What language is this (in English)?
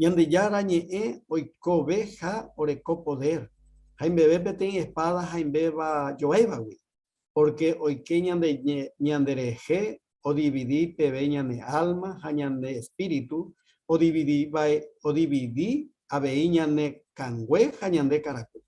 Guarani